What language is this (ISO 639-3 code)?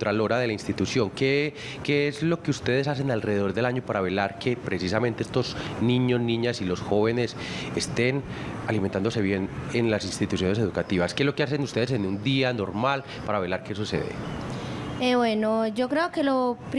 spa